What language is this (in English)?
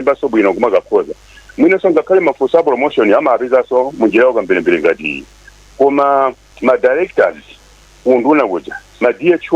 Nyanja